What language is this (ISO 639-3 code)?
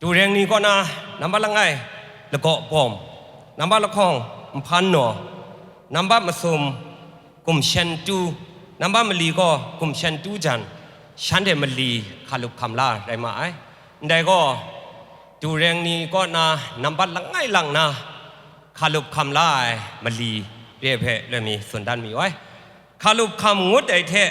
kac